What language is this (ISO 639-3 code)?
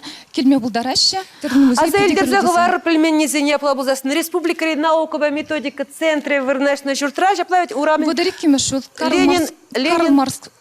chv